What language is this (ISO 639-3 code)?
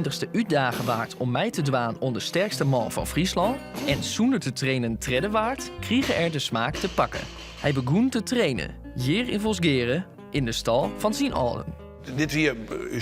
fry